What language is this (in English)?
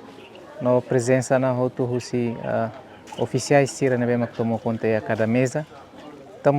Tetum